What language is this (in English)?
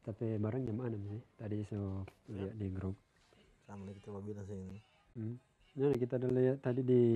Manado Malay